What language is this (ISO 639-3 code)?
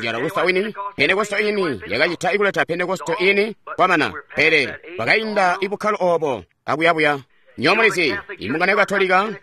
toi